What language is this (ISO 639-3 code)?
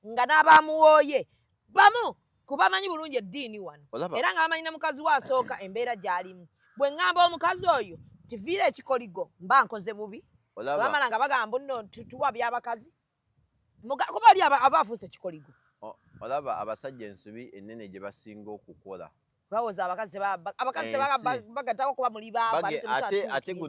lug